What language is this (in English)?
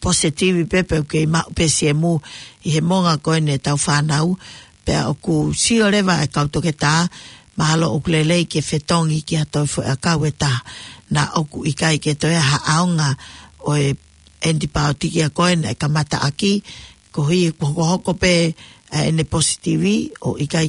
Tongan